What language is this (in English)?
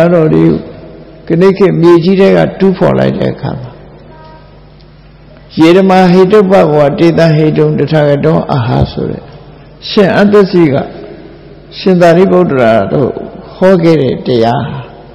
Burmese